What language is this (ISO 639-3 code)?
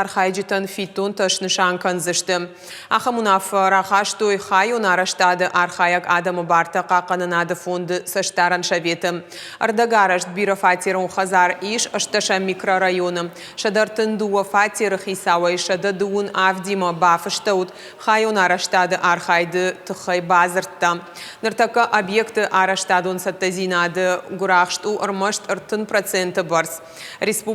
oss